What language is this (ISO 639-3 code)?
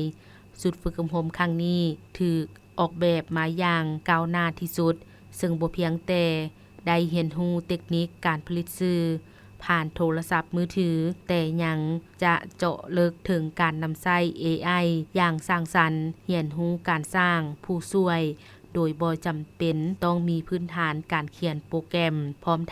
lao